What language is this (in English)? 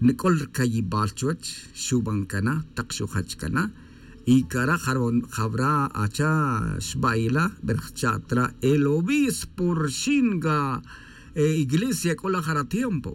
Tz'utujil